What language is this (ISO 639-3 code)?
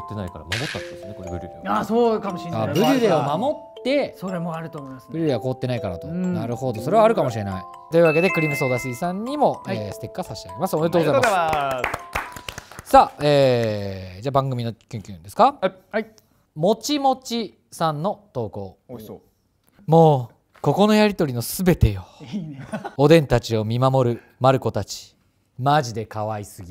jpn